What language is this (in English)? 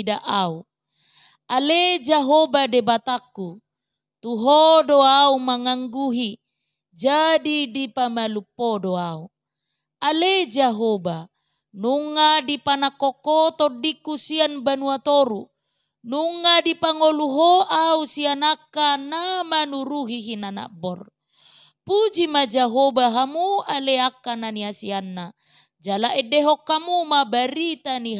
Batak Toba